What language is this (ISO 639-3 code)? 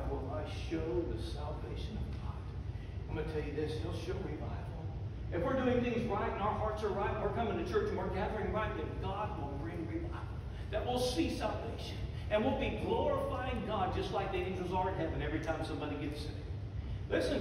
eng